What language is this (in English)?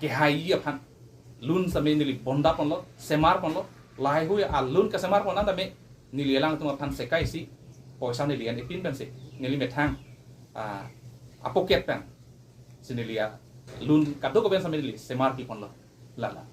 Karbi